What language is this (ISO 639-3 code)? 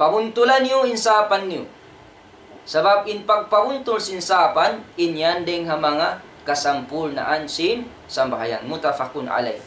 tsg